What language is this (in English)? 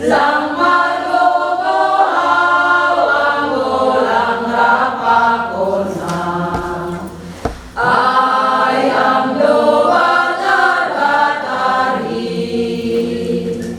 Batak Simalungun